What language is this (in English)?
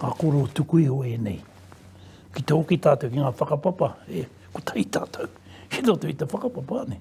Māori